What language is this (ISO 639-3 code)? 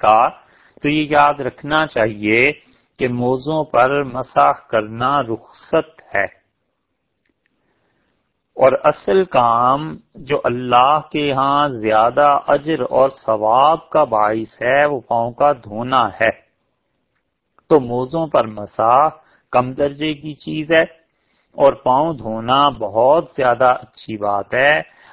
urd